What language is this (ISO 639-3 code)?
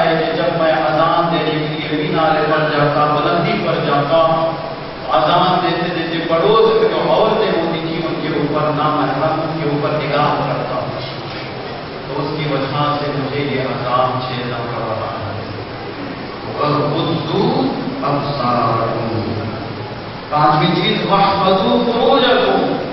urd